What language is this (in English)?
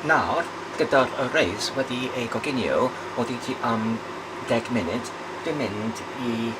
Welsh